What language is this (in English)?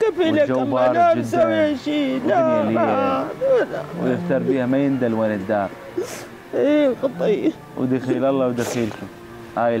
Mesopotamian Arabic